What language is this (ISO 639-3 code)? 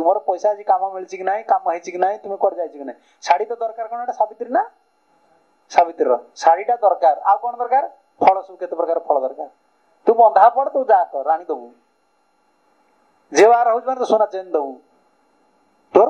ori